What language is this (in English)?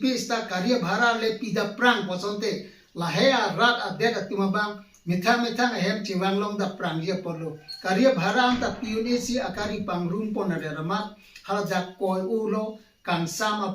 Karbi